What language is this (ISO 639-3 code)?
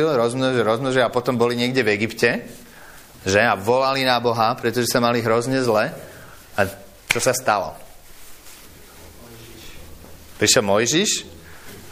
slk